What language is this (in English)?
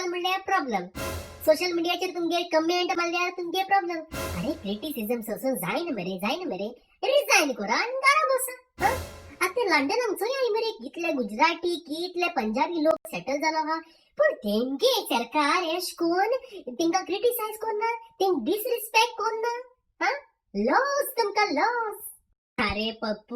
Konkani